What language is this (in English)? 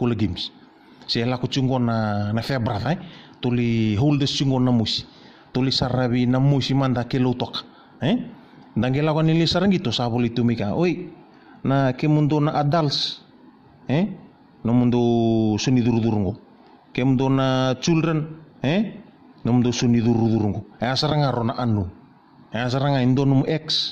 Fijian